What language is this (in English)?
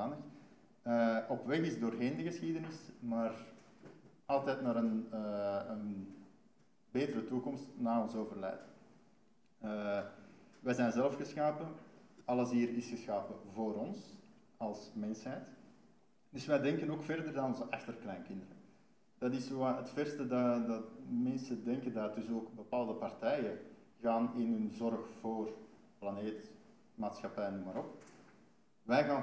Dutch